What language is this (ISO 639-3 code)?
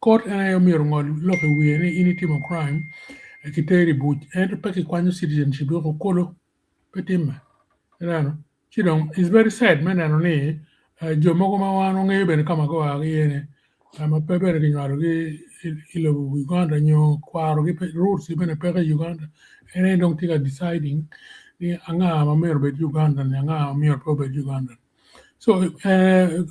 ach